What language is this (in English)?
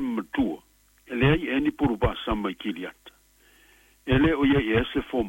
Samoan